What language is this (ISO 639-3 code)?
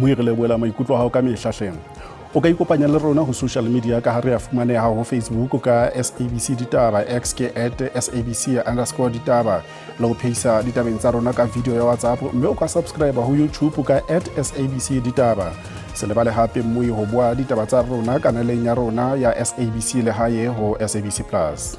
sot